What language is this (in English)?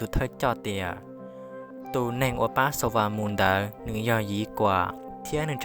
Hmong